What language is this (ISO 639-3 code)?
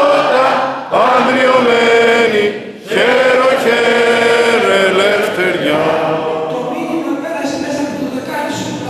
ell